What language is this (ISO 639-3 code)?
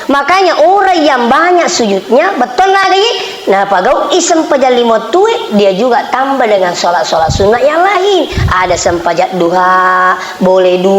bug